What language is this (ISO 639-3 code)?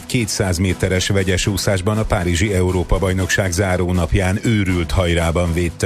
hun